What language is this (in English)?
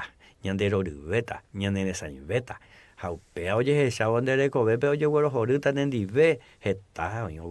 Guarani